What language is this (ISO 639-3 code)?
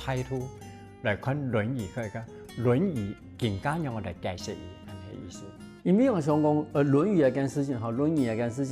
hak